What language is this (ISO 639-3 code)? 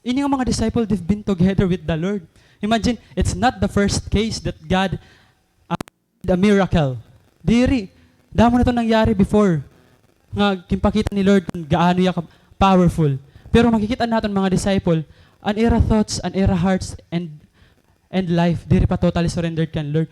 war